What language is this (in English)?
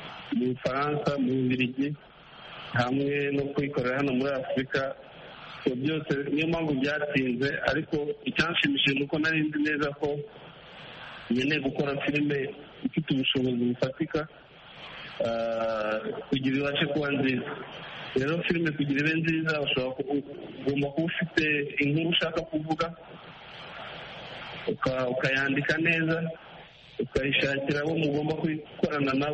Kinyarwanda